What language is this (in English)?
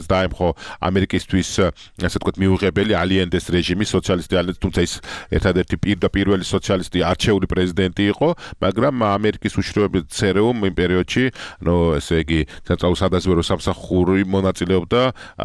Georgian